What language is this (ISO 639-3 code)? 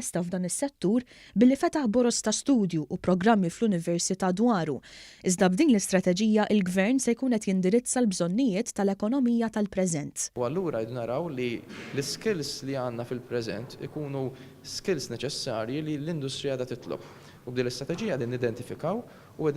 mlt